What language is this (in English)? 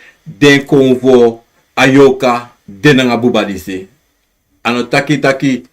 Sranan Tongo